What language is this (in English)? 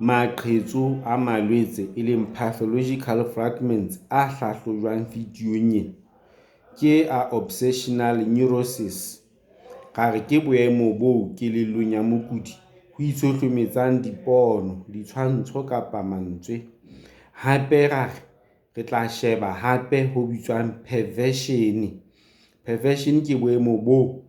Southern Sotho